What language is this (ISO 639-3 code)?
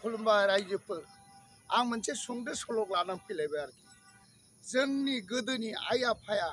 brx